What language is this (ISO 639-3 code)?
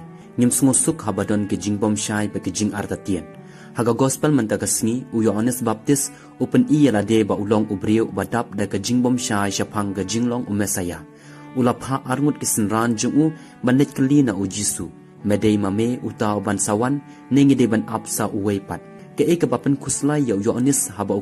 kha